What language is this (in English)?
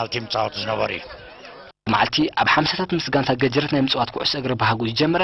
Tigrinya